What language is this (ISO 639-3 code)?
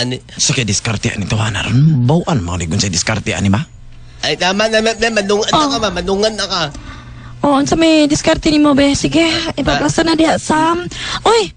ceb